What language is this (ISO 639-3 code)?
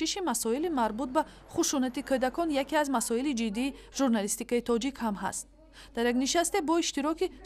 tgk